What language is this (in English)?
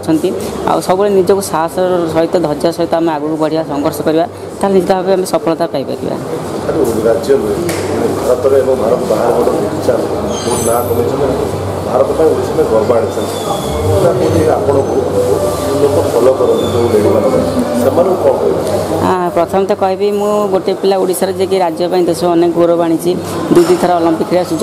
Odia